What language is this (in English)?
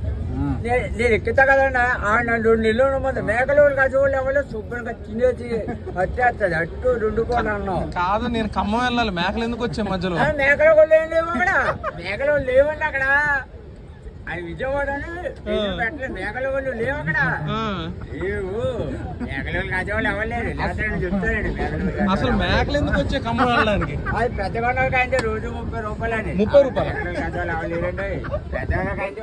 Telugu